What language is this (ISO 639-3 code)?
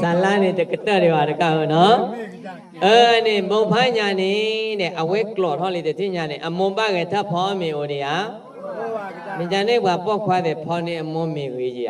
ksw